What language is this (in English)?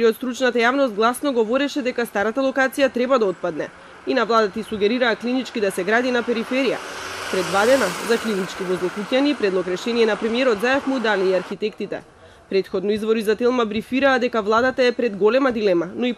Macedonian